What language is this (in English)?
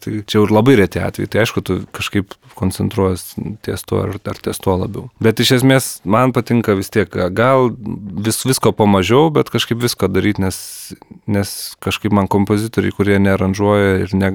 Lithuanian